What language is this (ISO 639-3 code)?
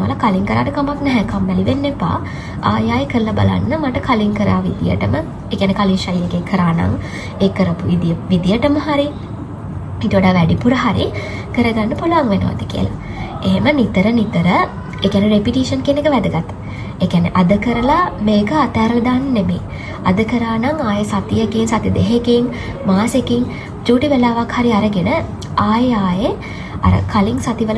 sin